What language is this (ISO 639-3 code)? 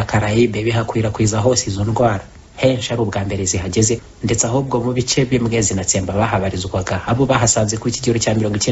kin